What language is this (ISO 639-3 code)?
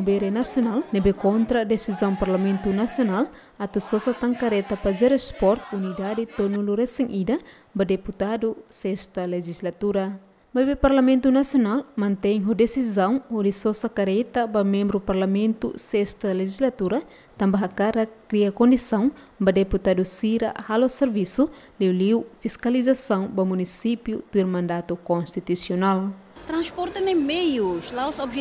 tet